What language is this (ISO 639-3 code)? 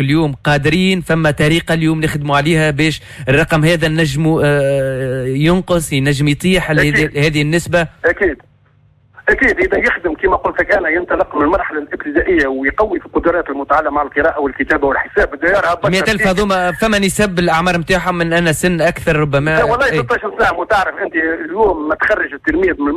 aeb